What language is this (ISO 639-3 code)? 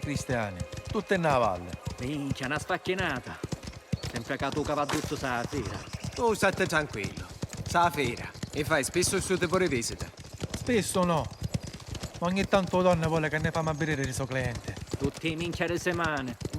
scn